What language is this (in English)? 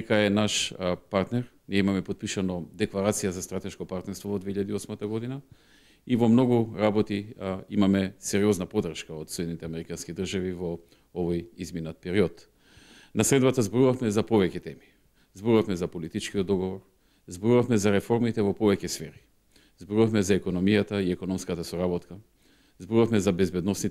Macedonian